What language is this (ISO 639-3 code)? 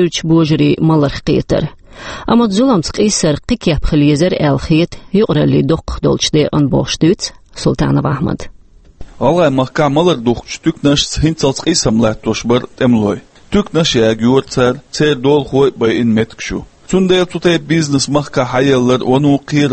che